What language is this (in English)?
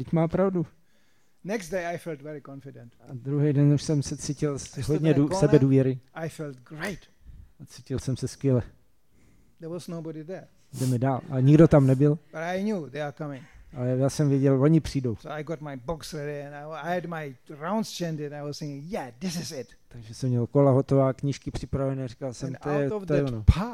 Czech